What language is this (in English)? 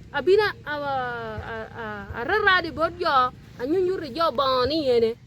Acoli